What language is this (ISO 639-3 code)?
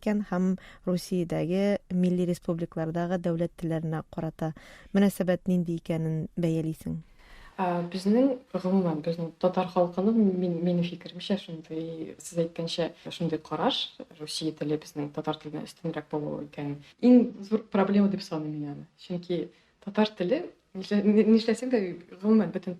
tat